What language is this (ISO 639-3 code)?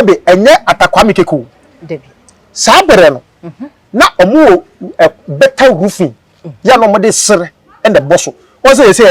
aka